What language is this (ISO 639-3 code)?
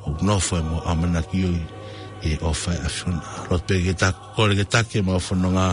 ton